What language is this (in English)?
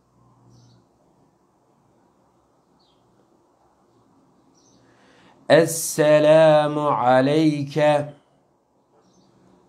Turkish